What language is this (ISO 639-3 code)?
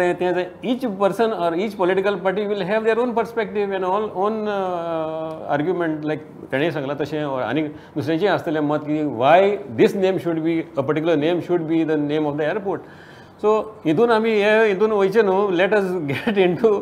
kok